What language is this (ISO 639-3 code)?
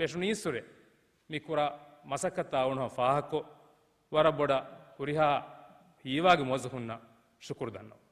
div